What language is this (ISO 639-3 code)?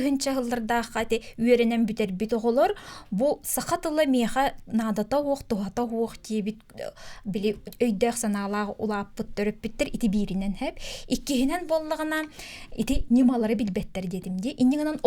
sah